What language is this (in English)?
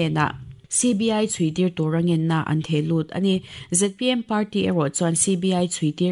Mizo